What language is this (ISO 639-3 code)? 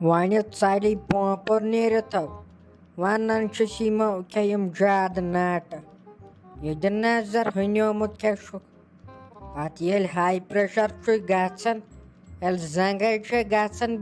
kas